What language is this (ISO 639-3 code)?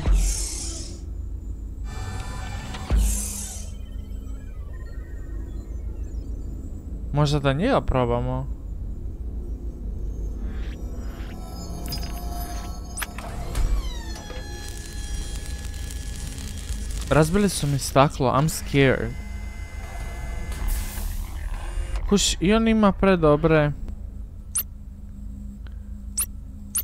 hrv